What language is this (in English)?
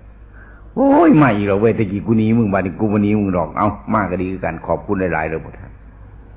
Northeastern Thai